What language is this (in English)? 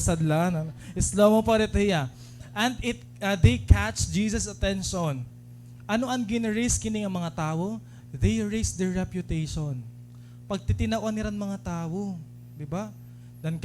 Waray